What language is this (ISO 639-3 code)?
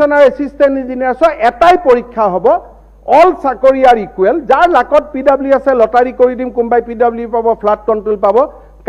asm